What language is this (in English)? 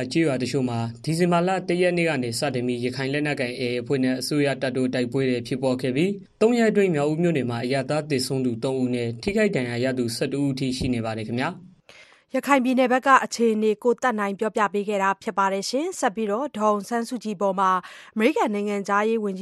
Burmese